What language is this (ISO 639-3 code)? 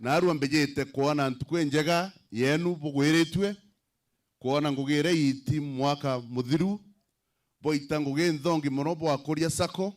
mer